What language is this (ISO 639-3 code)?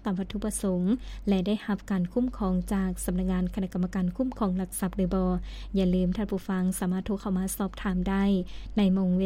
lao